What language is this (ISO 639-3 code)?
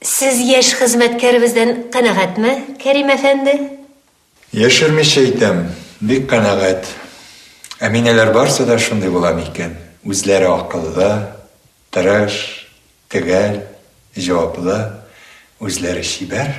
tat